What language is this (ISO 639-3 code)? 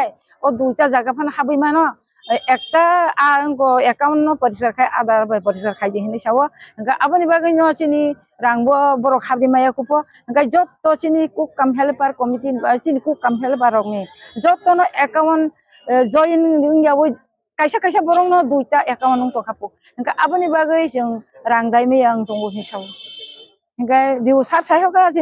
trp